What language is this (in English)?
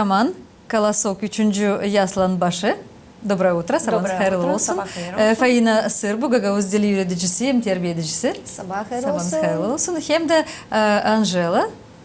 Gagauz